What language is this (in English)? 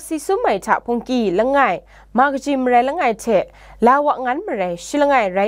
Kachin